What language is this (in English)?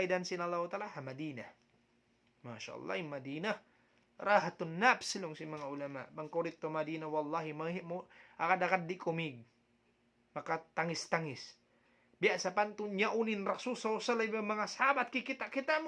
Tausug